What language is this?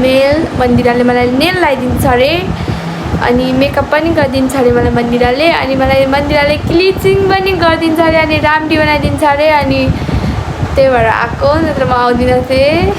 Nepali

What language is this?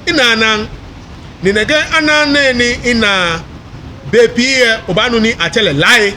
Ga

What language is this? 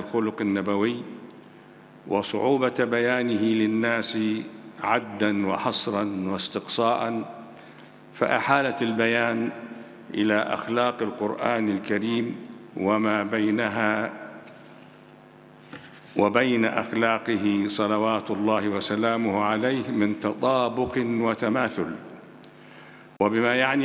Egyptian Arabic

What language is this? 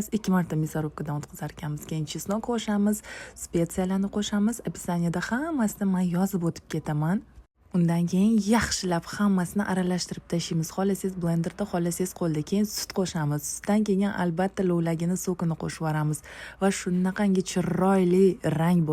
Uzbek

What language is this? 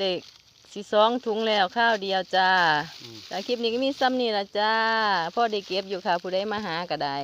Northeastern Thai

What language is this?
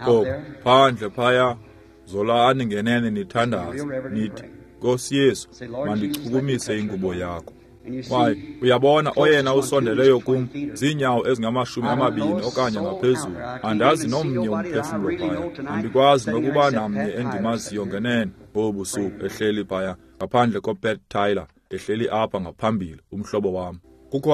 Xhosa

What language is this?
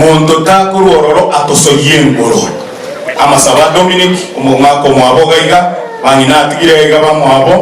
Gusii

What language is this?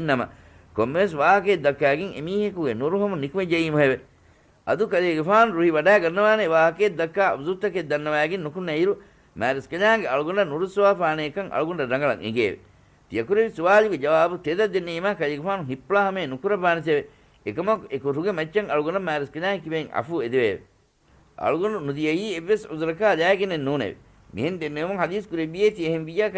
Divehi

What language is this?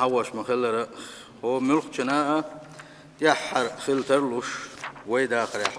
Chechen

